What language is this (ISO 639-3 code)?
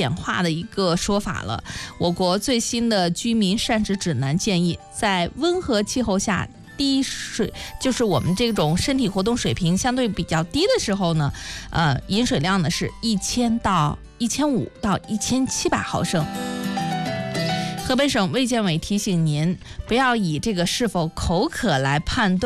zho